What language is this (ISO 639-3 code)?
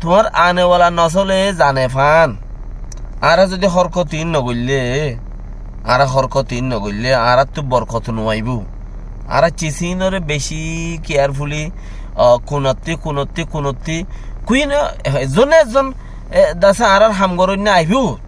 rhg